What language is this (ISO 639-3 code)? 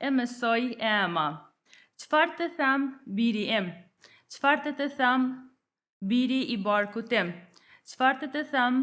sqi